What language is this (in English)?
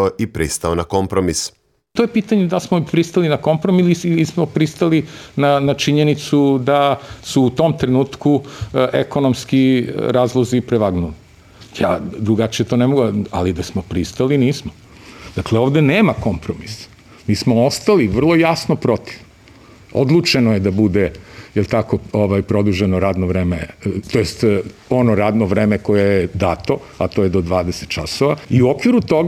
Serbian